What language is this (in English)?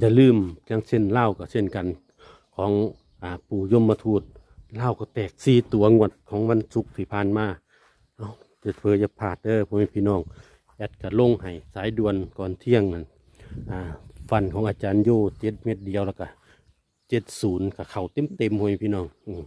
Northeastern Thai